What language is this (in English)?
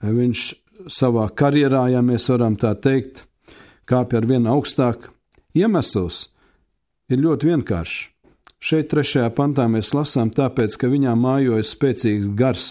Latvian